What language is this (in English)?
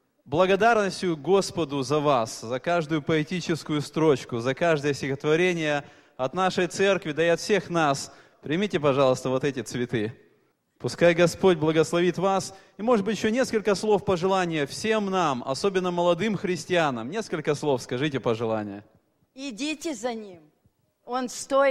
Russian